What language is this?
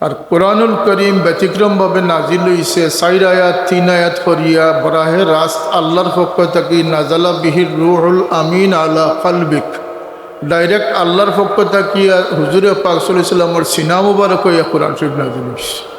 Sylheti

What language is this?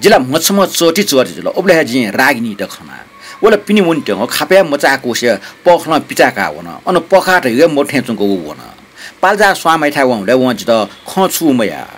Newari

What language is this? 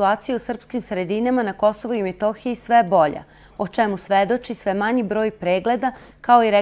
Serbian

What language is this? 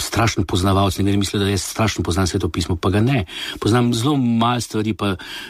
Slovenian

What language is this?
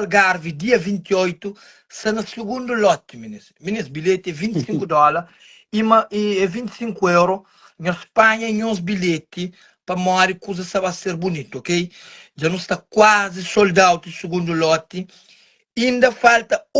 Kabuverdianu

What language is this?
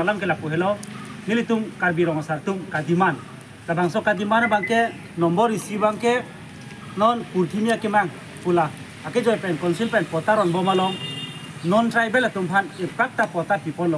Karbi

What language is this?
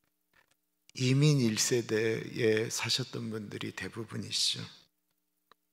Korean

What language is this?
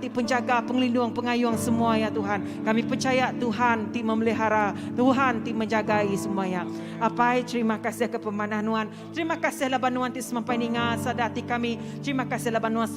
Iban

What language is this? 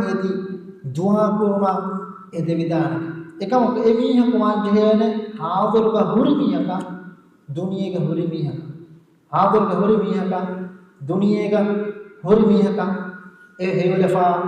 Divehi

